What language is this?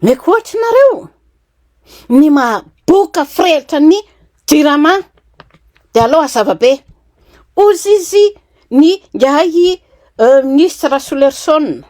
Malagasy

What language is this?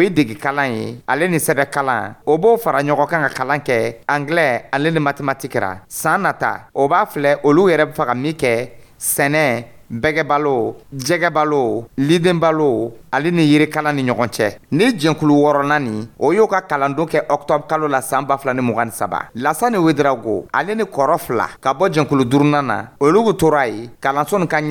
Dyula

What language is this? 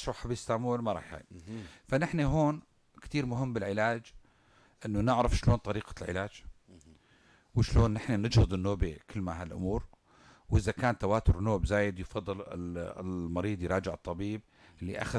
North Levantine Arabic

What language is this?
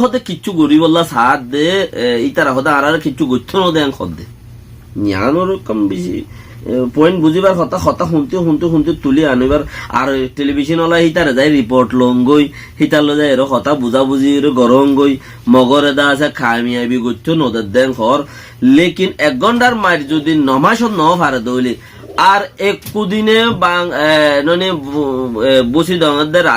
Rohingya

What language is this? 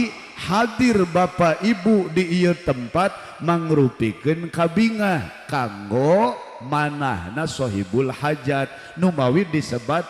Sundanese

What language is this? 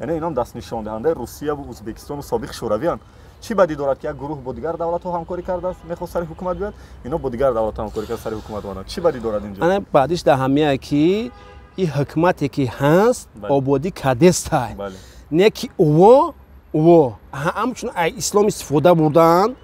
Tajik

